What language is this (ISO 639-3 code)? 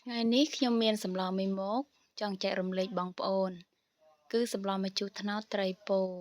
khm